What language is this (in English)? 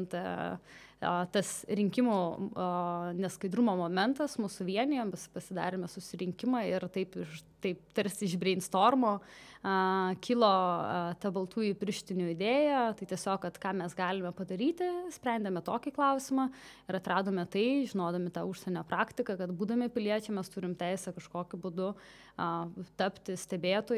Lithuanian